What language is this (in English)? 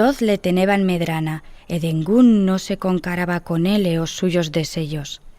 Aragonese